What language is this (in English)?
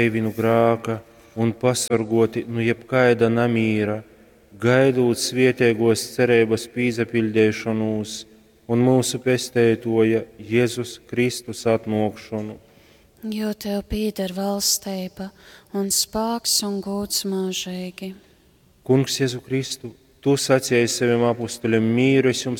Latgalian